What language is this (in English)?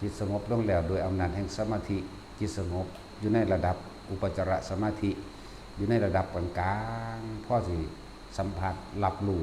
Northeastern Thai